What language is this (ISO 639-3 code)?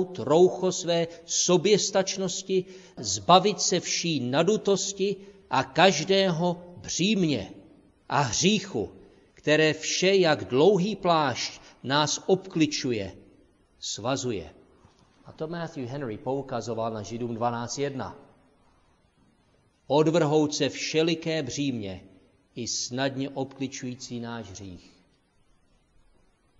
ces